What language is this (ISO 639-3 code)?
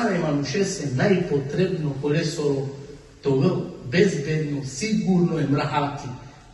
rmn